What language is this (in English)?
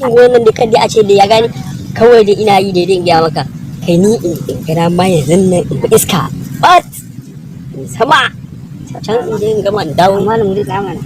Hausa